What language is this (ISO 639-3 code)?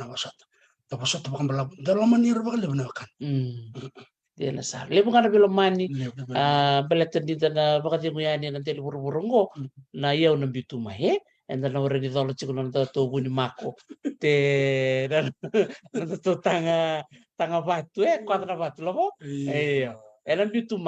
fij